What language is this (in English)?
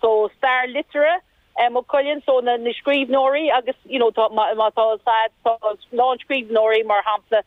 Irish